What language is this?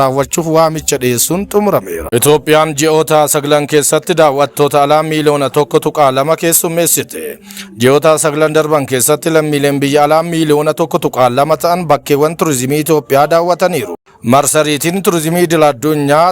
Oromo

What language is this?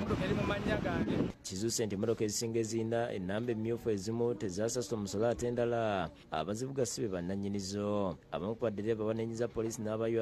Ganda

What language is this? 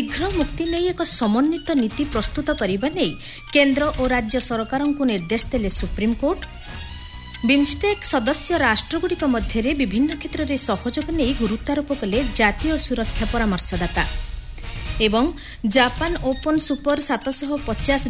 Odia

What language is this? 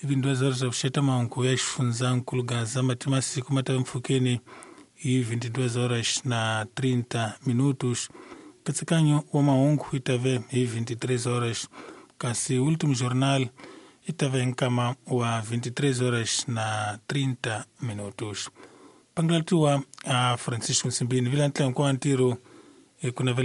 Tsonga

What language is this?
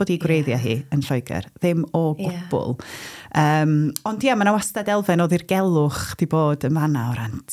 Welsh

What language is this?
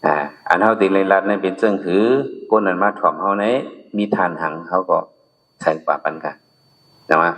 Shan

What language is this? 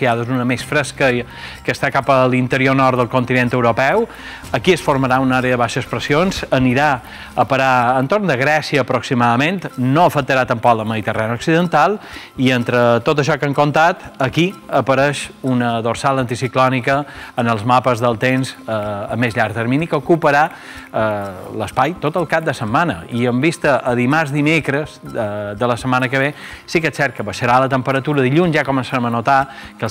Catalan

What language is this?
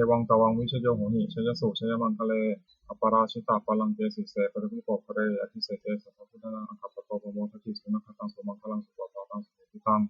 Pali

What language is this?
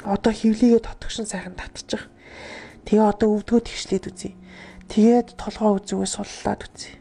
Mongolian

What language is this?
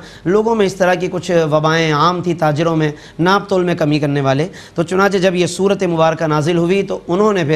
Urdu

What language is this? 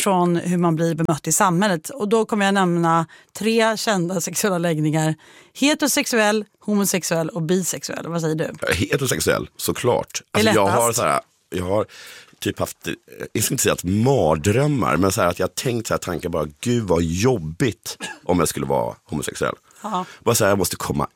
Swedish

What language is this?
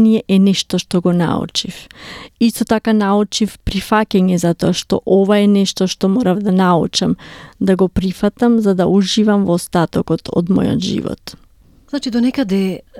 Macedonian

